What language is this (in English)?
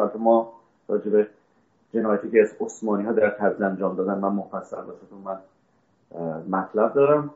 Persian